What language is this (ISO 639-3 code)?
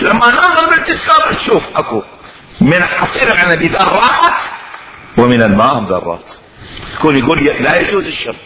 acm